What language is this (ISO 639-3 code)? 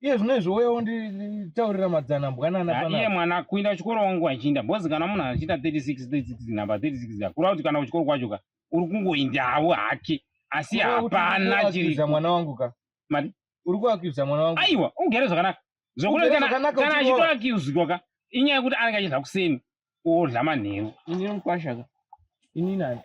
sna